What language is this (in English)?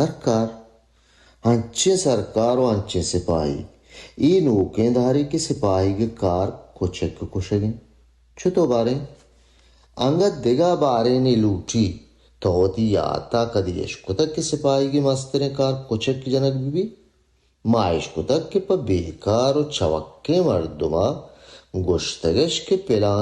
Baluchi